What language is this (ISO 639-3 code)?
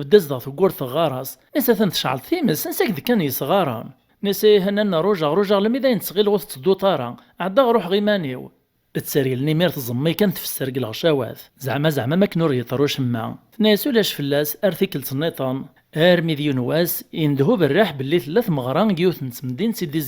kab